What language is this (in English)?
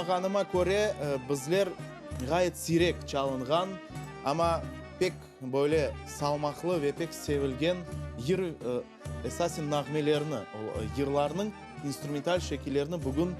Crimean Tatar